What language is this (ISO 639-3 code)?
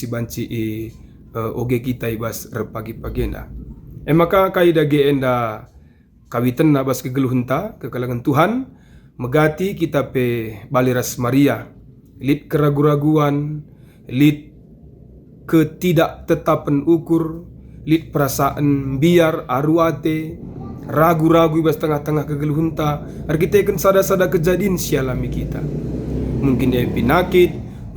btx